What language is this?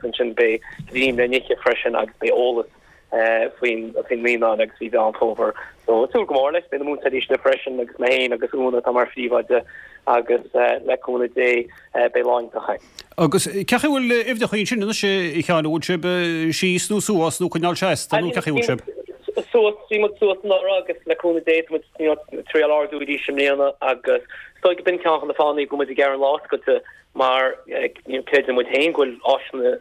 Irish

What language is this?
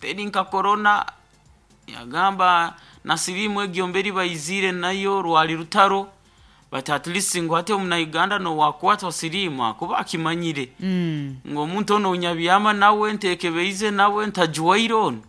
Nyankole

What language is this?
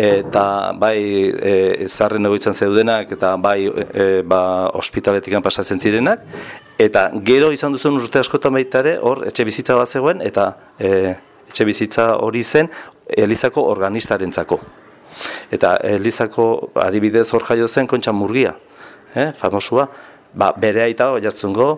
Basque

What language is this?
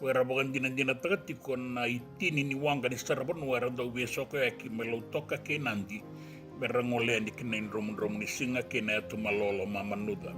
Fijian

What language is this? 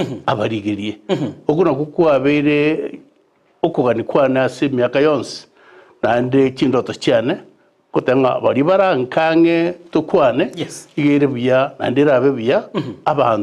Gusii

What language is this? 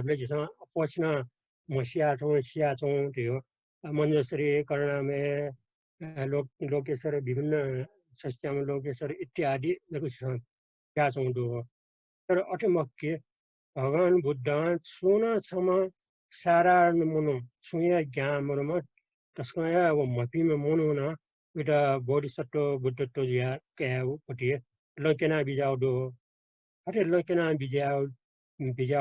Newari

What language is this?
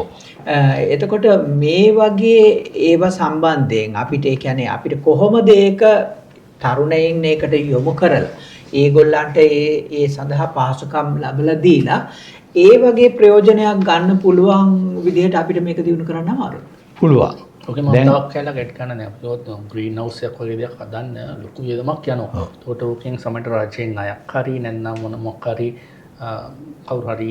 Sinhala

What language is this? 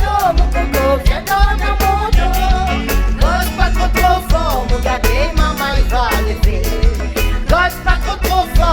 Réunion Creole French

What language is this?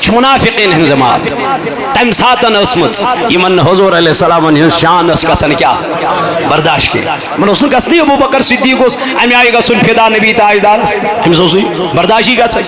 Kashmiri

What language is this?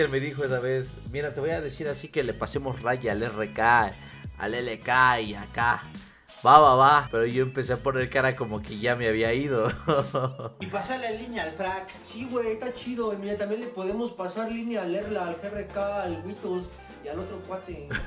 Spanish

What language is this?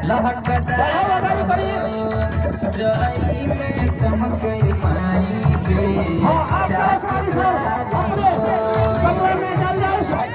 Maithili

